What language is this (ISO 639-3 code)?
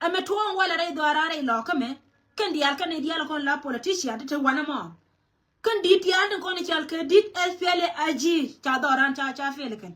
nus